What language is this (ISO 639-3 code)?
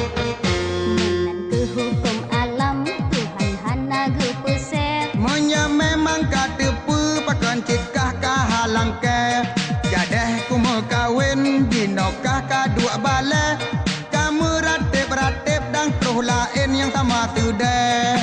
ace